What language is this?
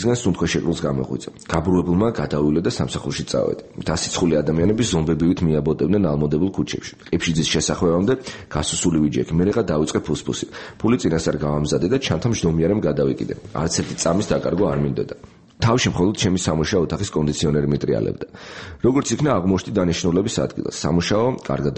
Georgian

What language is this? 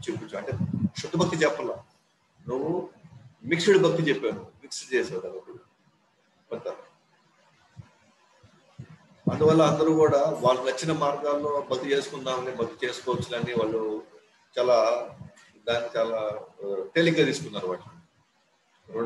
Telugu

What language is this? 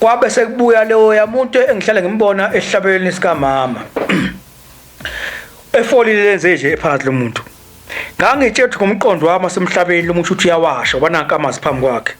Zulu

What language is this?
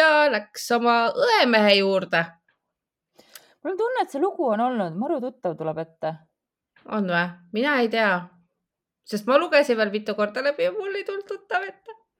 Estonian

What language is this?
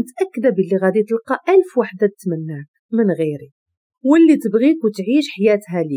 Moroccan Arabic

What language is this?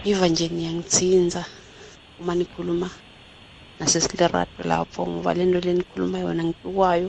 South Ndebele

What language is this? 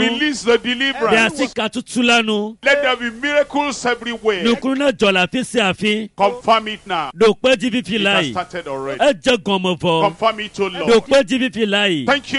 Ewe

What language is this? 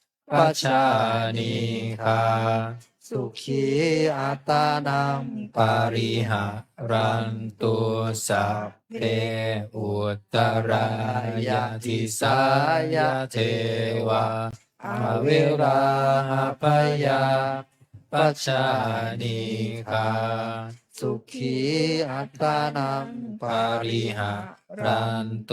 Pali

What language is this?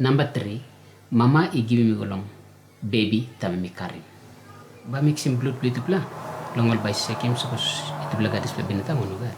Tok Pisin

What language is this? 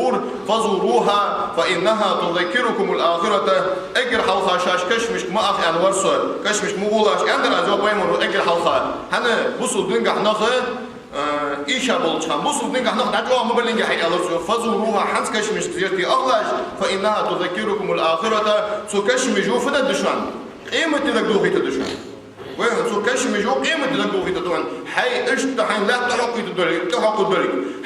Ingush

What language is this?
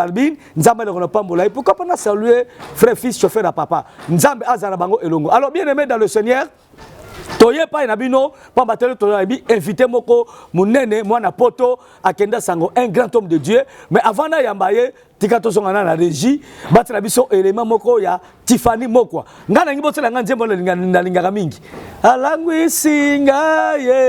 Lingala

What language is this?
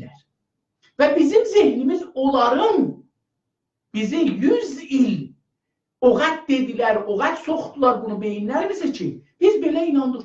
South Azerbaijani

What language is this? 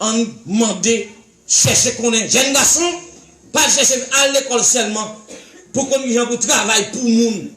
Haitian Creole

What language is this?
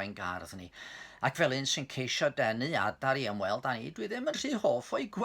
Welsh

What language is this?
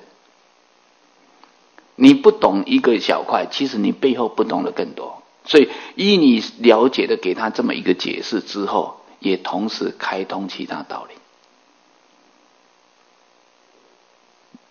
Chinese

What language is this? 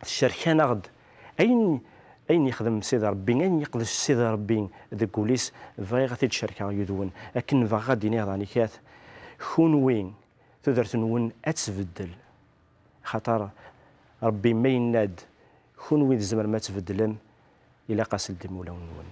Kabyle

